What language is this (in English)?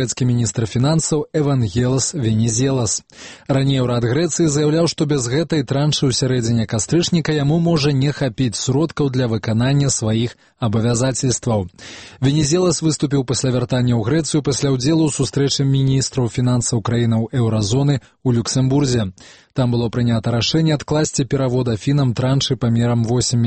Belarusian